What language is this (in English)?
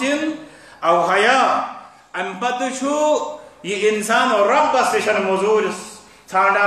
Kashmiri